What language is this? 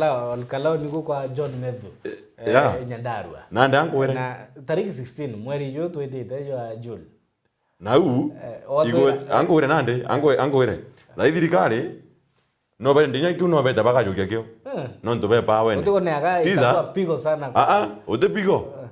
Meru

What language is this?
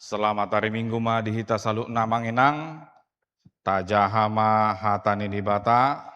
Batak Toba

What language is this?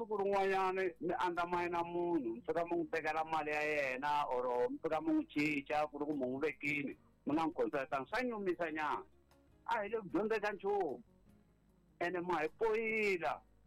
Tsonga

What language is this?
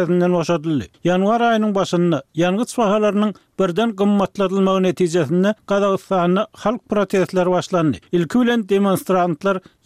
Turkmen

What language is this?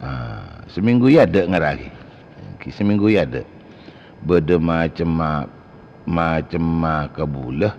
Madurese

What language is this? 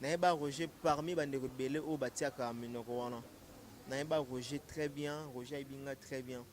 Lingala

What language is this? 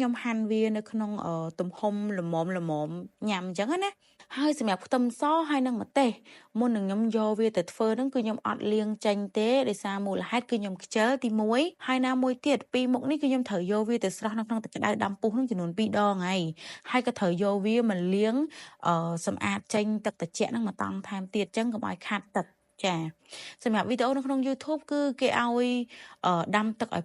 Khmer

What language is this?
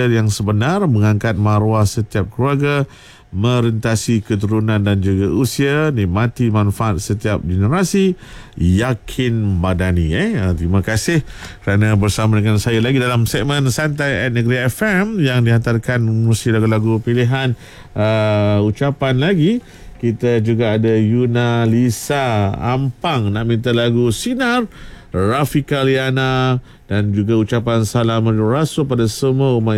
Malay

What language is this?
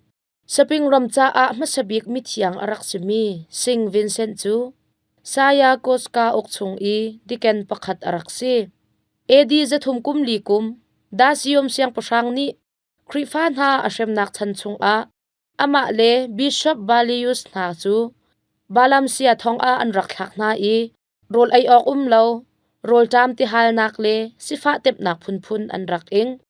Hakha Chin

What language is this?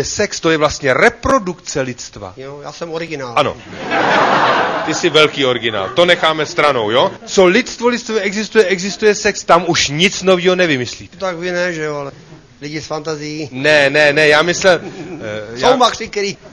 Czech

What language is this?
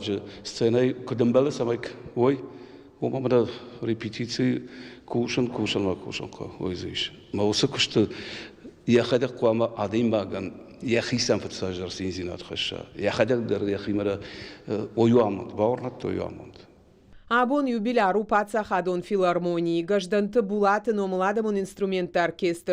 Ossetic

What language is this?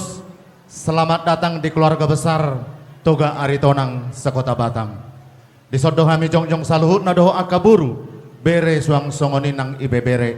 Batak Toba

